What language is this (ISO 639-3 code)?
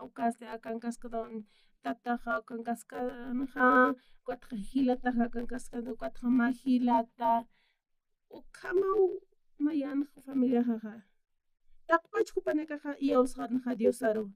aym